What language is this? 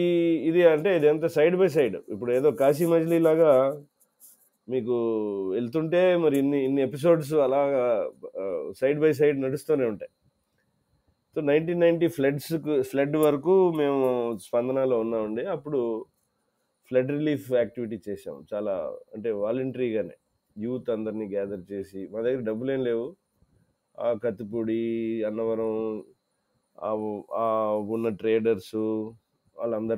Telugu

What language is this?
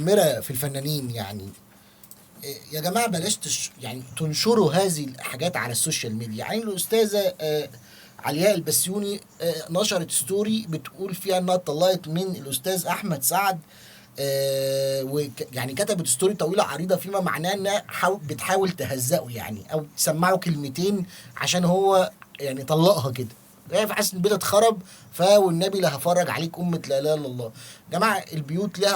Egyptian Arabic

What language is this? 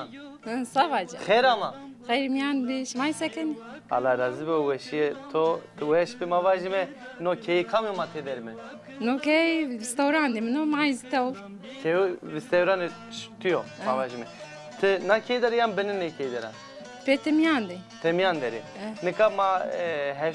Zaza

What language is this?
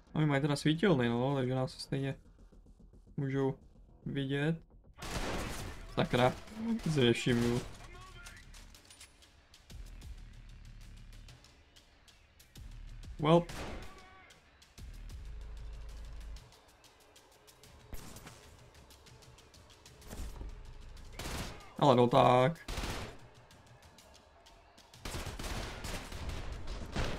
Czech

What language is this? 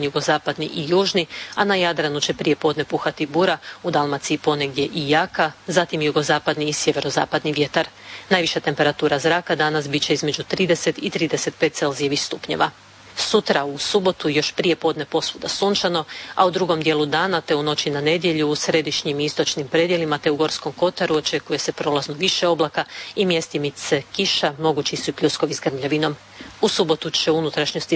Croatian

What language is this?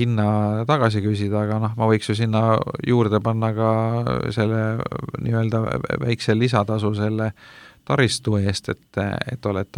Estonian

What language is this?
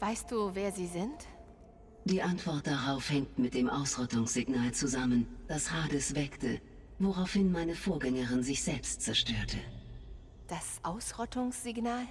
Bavarian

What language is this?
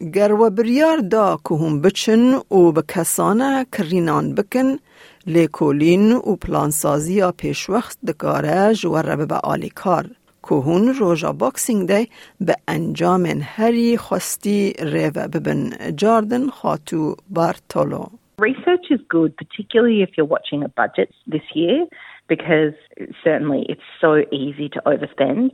Kurdish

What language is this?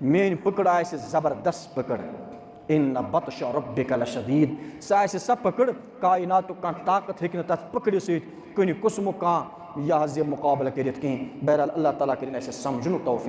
Kashmiri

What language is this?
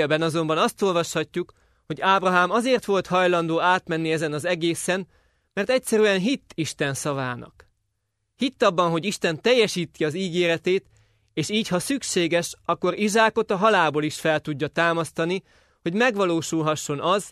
Hungarian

